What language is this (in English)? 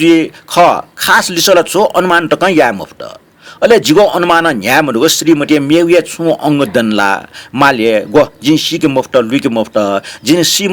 Newari